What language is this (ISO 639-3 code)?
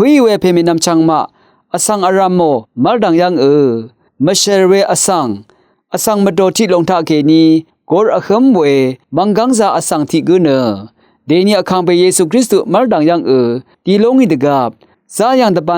raw